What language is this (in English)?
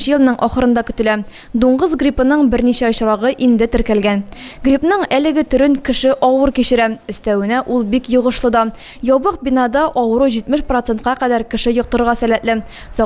Tatar